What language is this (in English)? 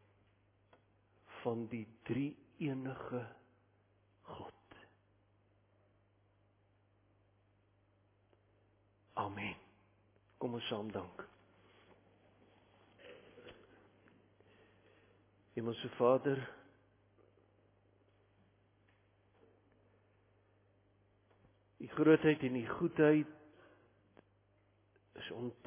Afrikaans